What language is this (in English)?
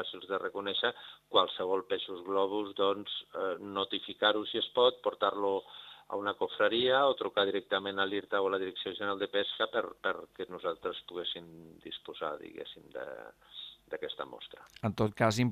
Catalan